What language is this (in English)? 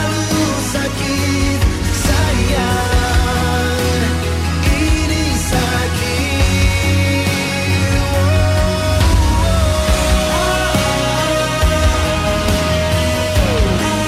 Indonesian